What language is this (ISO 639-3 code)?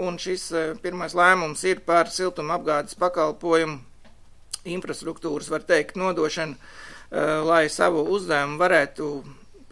lav